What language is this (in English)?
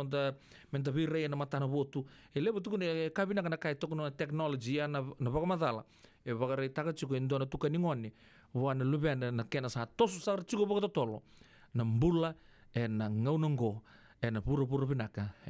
Fijian